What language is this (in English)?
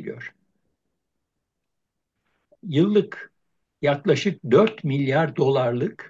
Turkish